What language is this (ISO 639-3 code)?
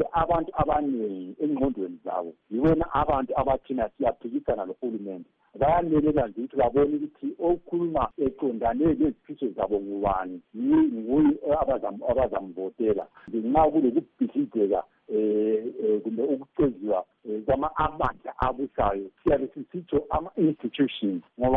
nde